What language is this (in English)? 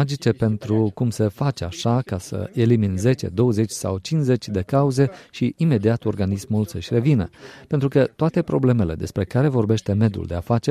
Romanian